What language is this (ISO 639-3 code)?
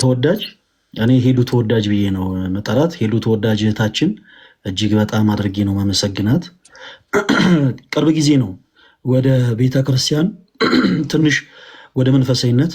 amh